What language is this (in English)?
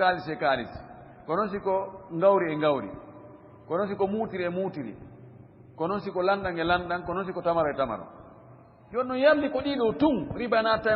Fula